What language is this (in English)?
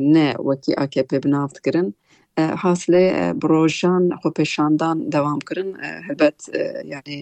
Kurdish